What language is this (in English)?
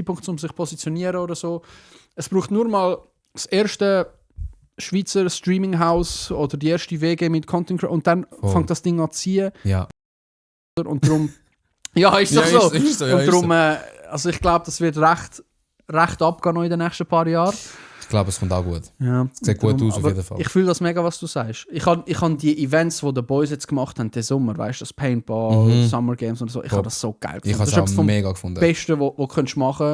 Swiss German